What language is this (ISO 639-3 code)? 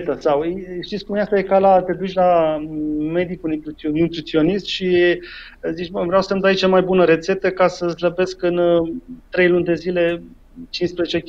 ron